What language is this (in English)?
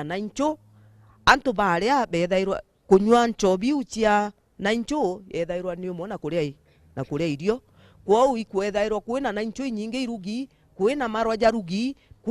Meru